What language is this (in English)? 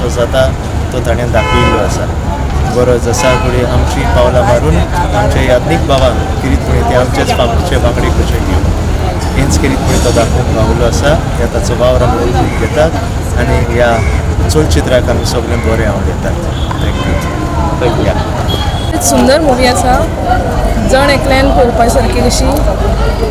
Konkani